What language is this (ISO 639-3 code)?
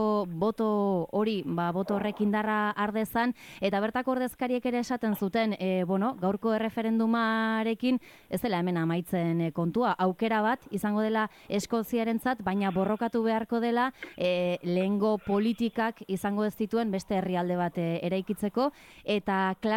eus